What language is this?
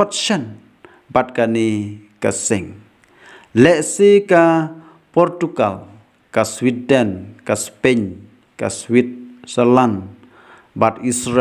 Khasi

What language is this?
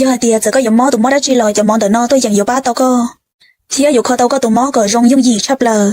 Hmong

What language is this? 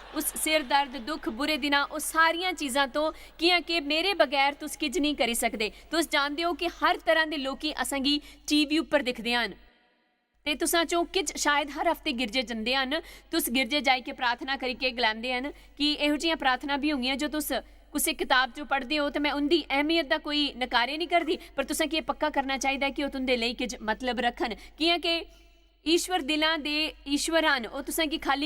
Dogri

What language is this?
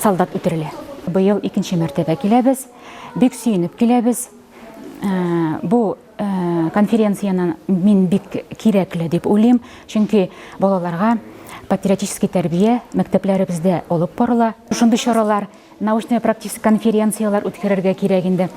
Tatar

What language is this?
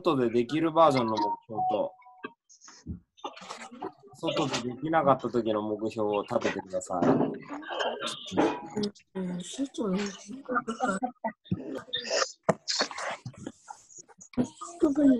Japanese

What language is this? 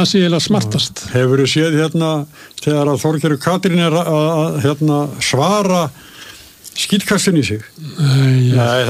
Icelandic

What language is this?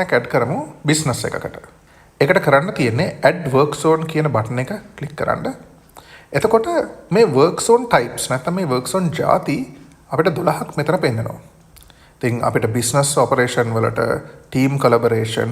Sinhala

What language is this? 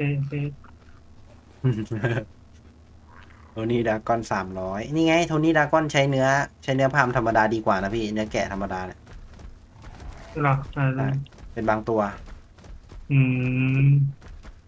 Thai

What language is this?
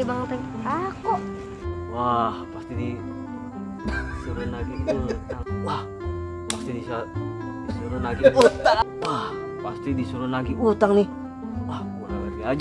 Betawi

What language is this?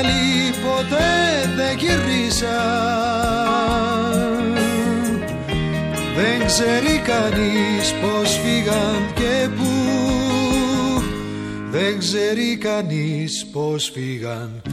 Greek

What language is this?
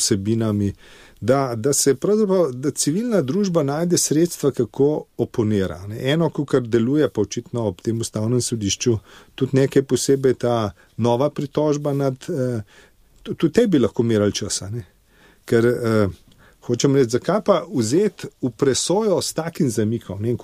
Slovenian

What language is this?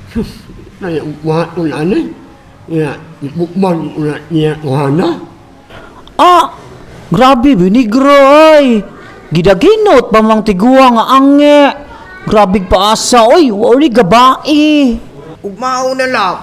Cebuano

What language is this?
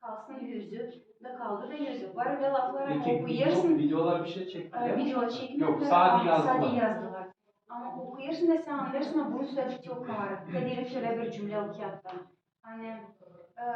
Gagauz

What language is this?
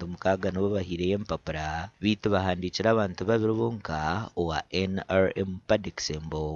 Nyankole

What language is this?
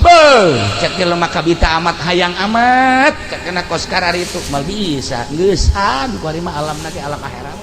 Sundanese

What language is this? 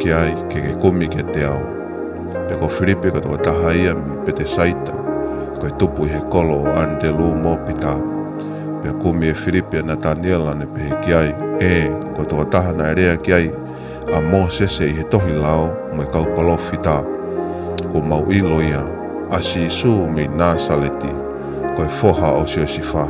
Tongan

